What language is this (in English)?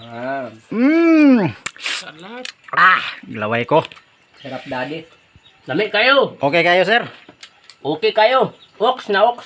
Cebuano